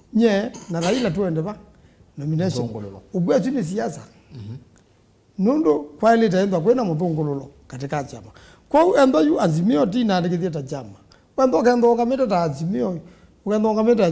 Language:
Kamba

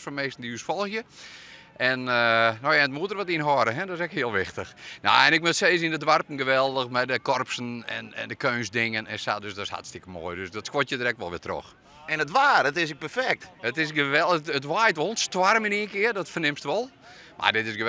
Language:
Western Frisian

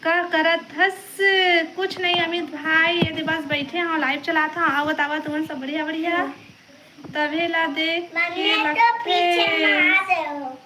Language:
Chhattisgarhi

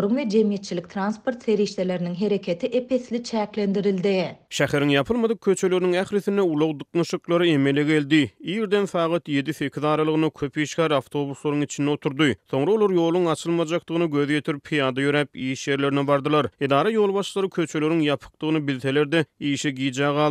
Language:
Turkmen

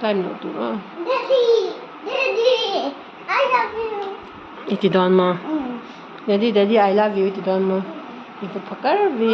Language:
Mizo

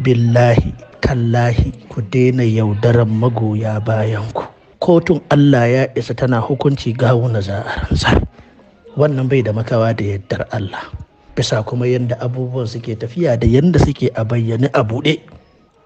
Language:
Hausa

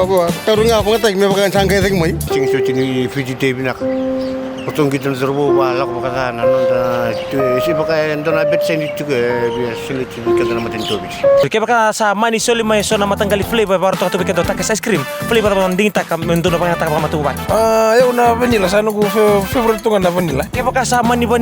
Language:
Fijian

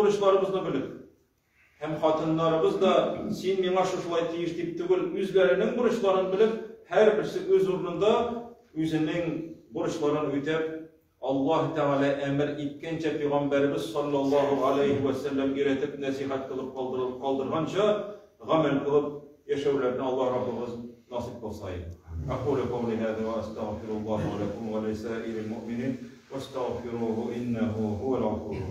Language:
Tatar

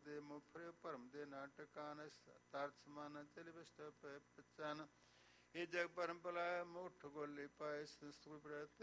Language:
Punjabi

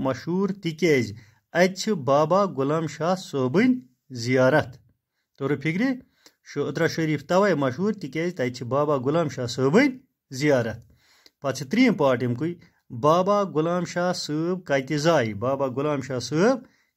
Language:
Kashmiri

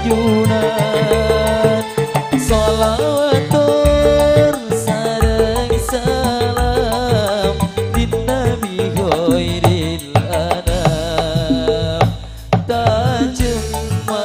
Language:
Madurese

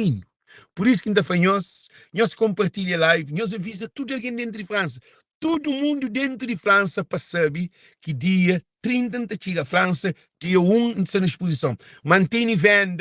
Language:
Kabuverdianu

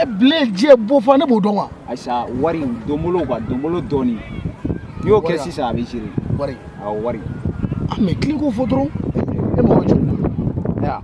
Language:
Bambara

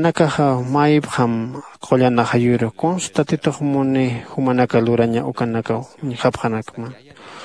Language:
Aymara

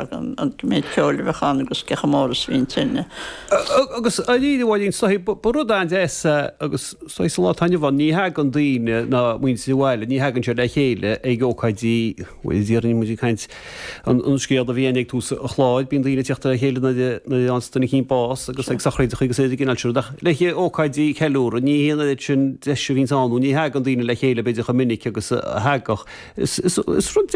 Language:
Irish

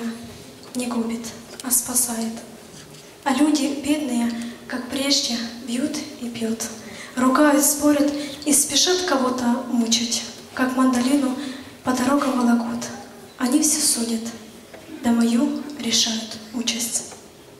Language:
Russian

